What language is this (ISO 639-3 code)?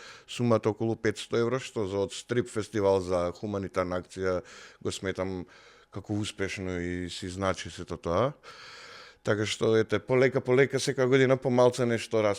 mkd